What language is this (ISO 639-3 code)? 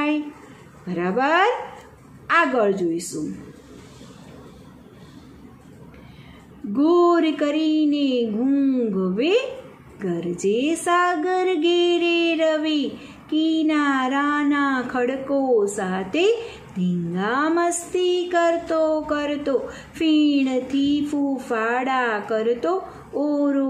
guj